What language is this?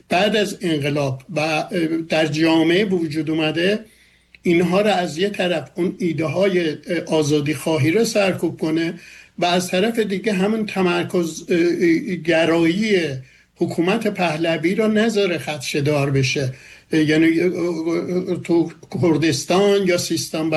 Persian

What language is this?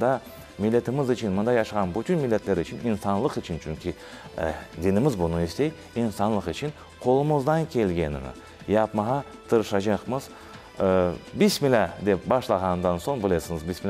Crimean Tatar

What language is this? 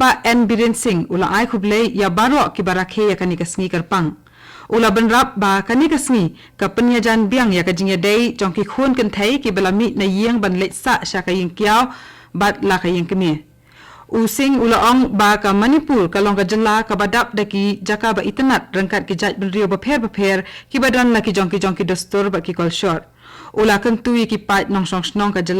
Khasi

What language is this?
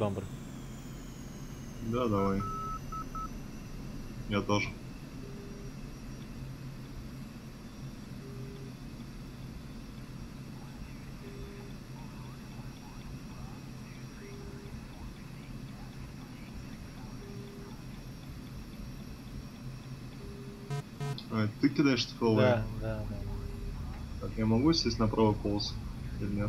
Russian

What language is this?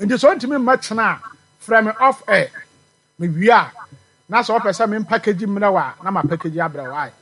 Akan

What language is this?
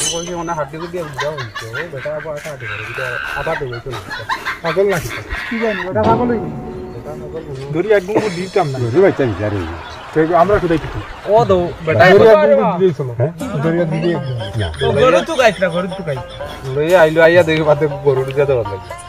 Sylheti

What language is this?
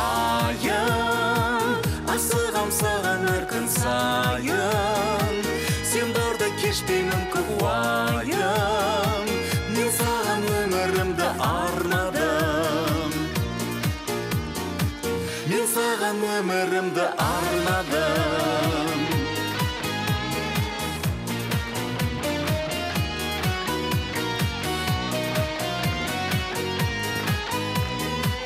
Kazakh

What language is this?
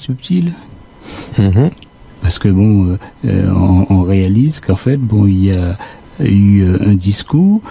French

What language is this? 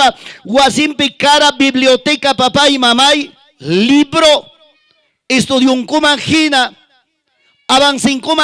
Ayacucho Quechua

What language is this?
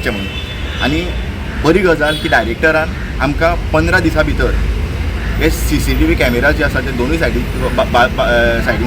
Konkani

